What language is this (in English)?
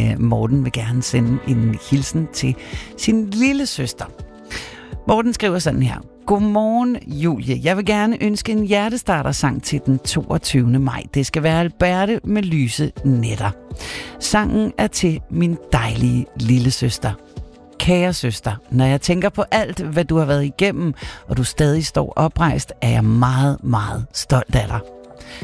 Danish